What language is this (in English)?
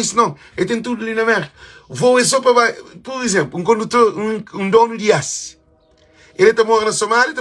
Kabuverdianu